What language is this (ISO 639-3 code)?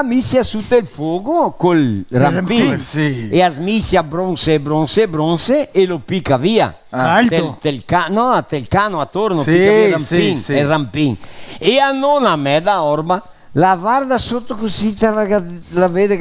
vec